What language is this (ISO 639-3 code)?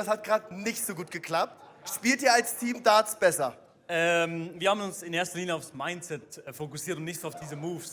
gsw